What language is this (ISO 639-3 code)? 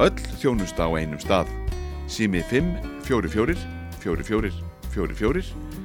isl